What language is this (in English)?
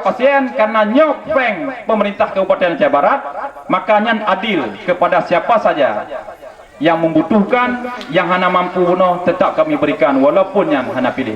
Achinese